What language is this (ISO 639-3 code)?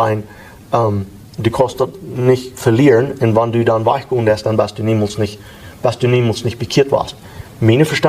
pdt